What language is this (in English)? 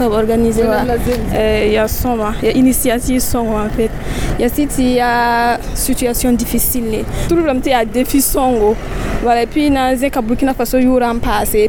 Mossi